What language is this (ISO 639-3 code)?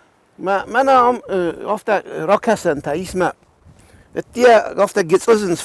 oss